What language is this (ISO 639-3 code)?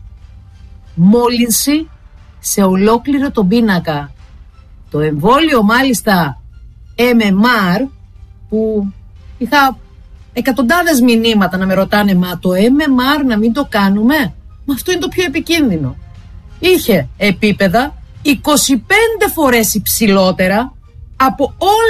ell